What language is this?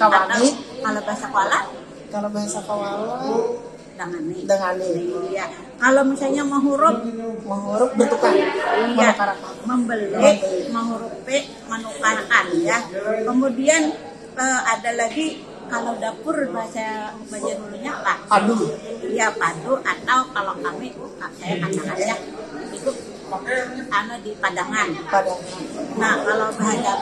Banjar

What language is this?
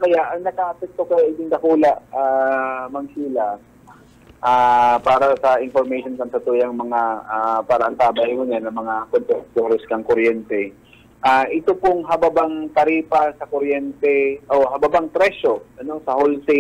Bikol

